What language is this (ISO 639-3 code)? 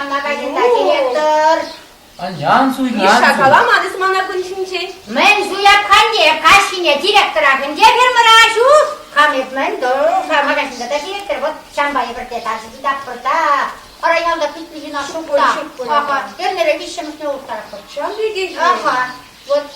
chv